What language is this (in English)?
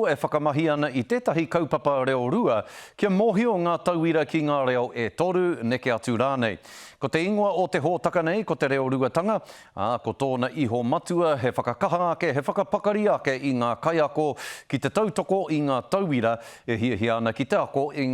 Māori